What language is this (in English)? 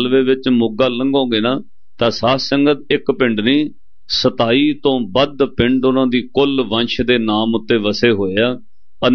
Punjabi